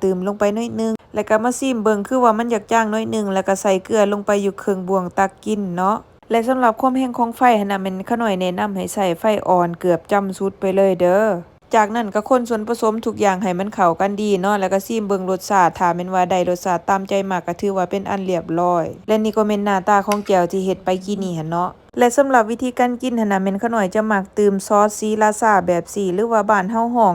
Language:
Lao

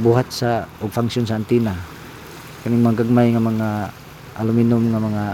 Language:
Cebuano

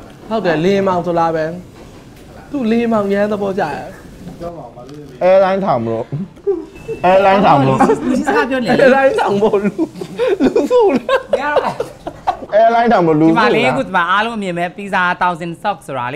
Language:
Burmese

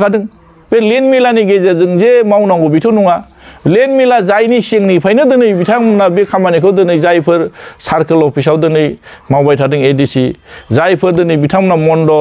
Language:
Bodo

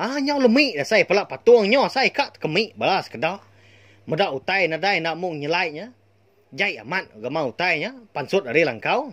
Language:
Iban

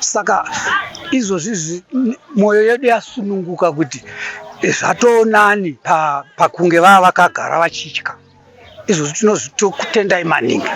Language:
Shona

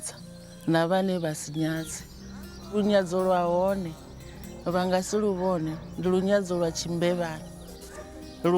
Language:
Venda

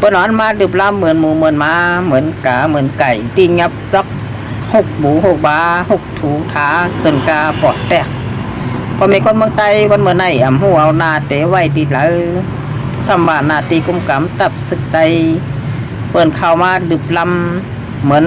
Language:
Shan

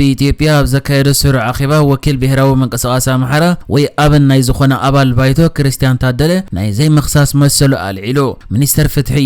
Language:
Tigrinya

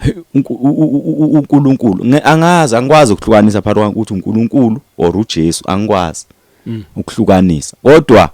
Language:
Zulu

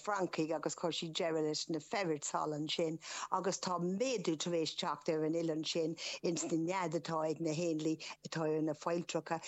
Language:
Irish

